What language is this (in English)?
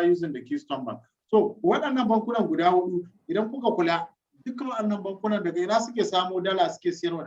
Hausa